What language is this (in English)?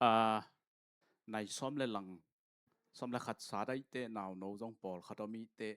Tedim Chin